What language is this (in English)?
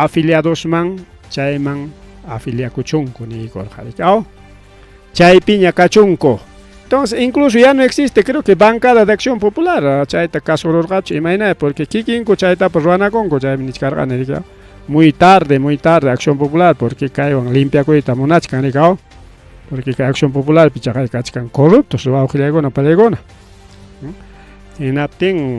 Ayacucho Quechua